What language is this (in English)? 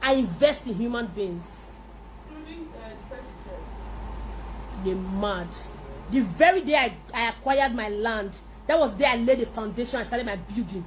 Nigerian Pidgin